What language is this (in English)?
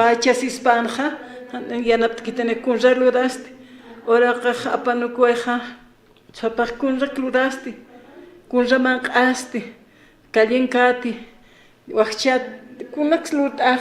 Aymara